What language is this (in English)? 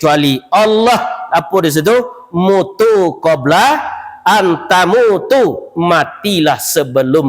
Minangkabau